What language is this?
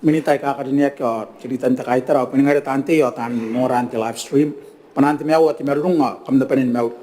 Gilbertese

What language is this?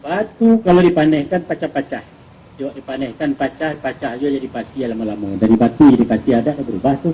Minangkabau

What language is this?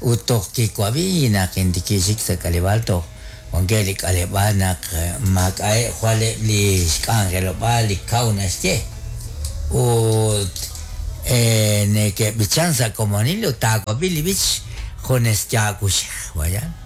Kekchí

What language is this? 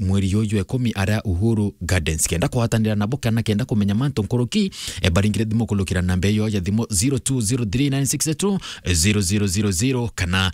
Meru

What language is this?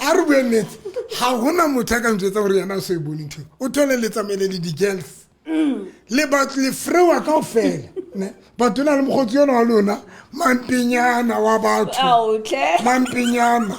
Southern Sotho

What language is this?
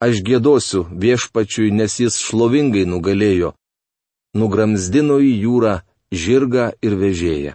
Lithuanian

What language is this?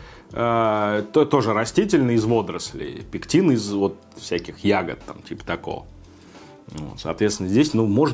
Russian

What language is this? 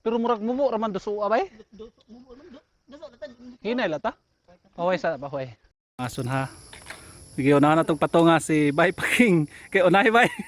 Cebuano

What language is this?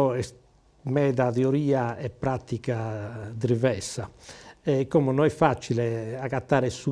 Sardinian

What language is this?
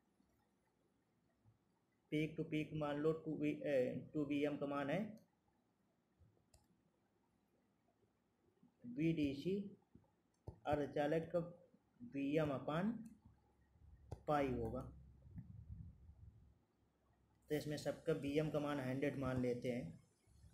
Hindi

